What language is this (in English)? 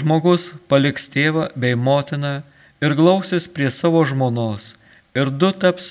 Lithuanian